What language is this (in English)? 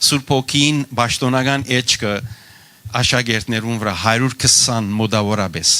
Western Armenian